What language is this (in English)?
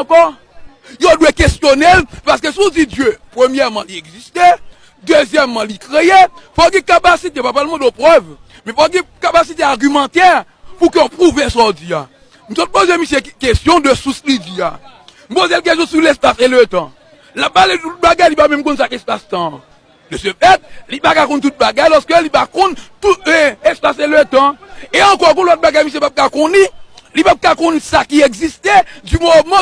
Haitian Creole